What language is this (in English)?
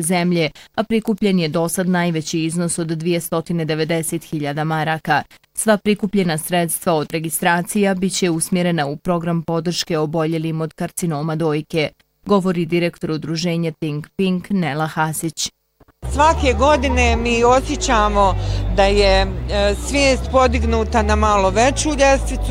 Bosnian